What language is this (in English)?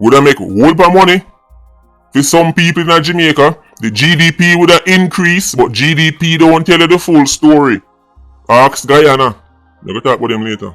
Jamaican Creole English